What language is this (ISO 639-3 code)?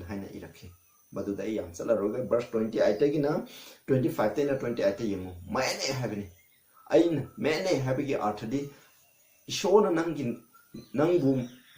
mni